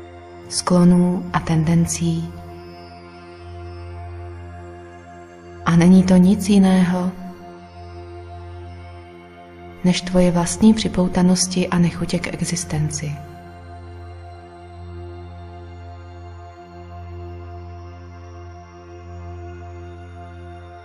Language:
Czech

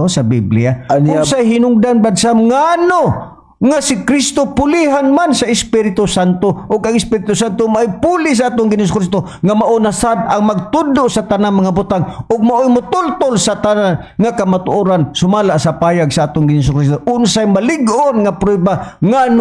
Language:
Cebuano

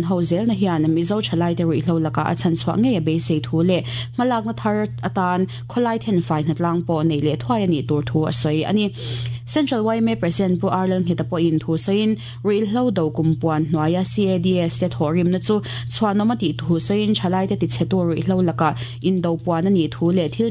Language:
Mizo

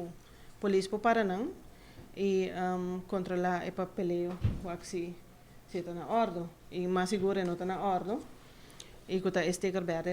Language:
Papiamento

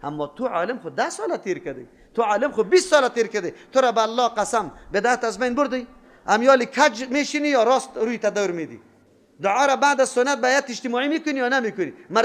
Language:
Persian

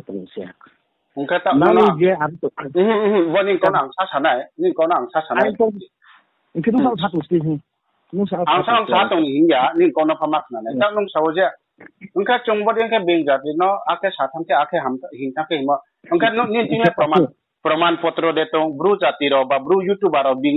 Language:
Riang (India)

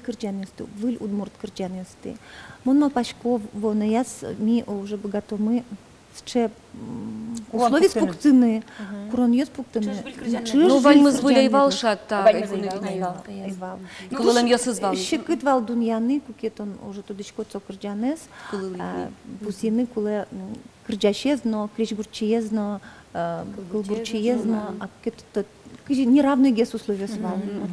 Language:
Udmurt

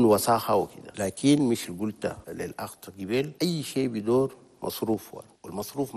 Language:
Chadian Arabic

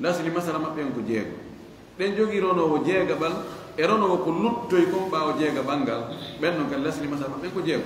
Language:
Fula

